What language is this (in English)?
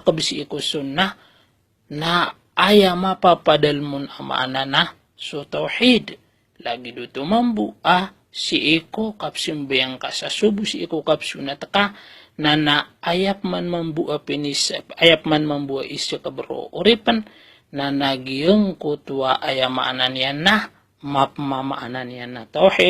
Maranao